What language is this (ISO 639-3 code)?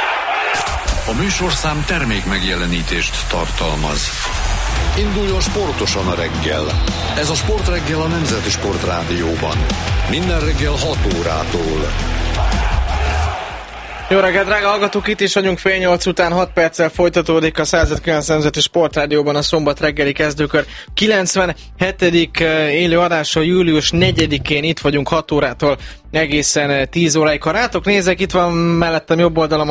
hun